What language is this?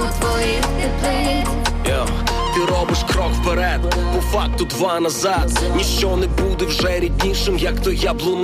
Ukrainian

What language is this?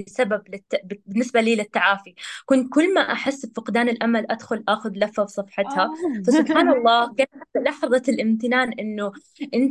North Levantine Arabic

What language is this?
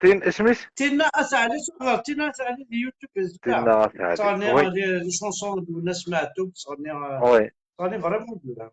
Kabyle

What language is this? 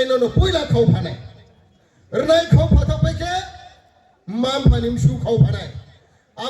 Riang (India)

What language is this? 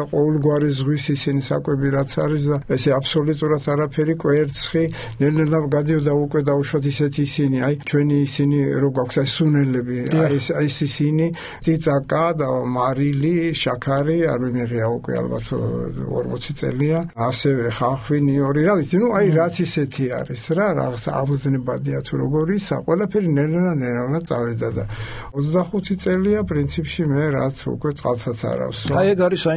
Georgian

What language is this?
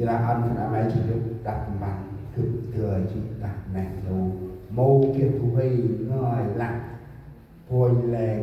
Central Mnong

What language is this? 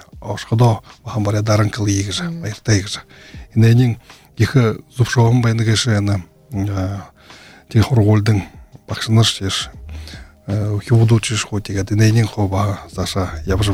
Buriat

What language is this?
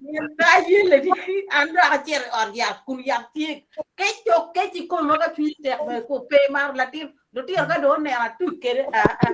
Acoli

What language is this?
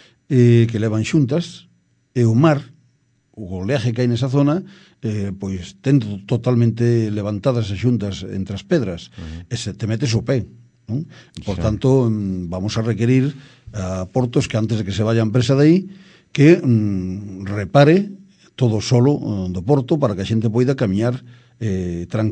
Galician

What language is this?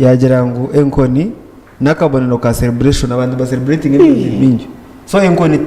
Nyankole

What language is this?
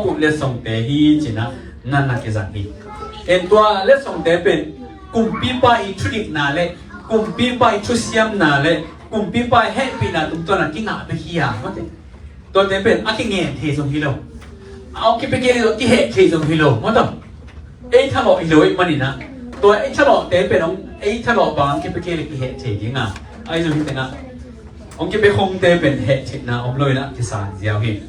Tedim Chin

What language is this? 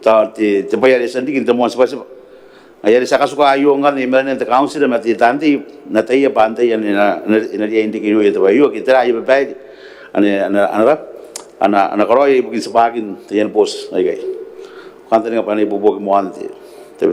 Gilbertese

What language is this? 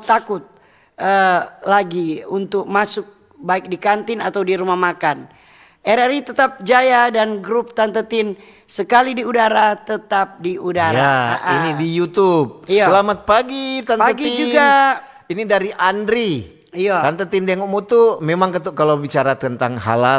Manado Malay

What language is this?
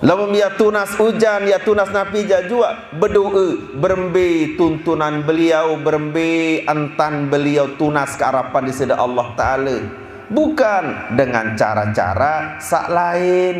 Sasak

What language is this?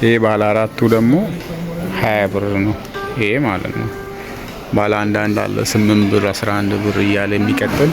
Amharic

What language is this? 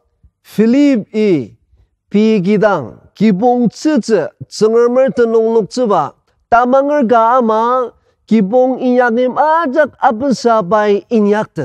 Ao Naga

